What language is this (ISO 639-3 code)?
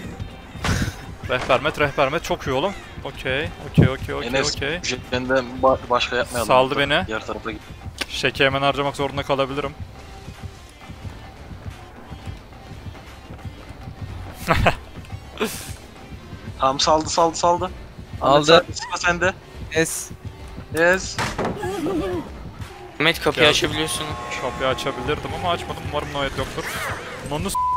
tur